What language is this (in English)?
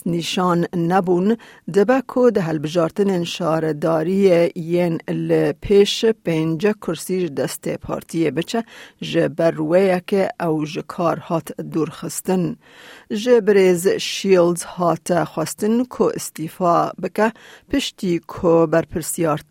Kurdish